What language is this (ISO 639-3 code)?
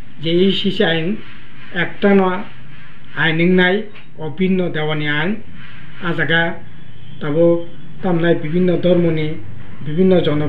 trp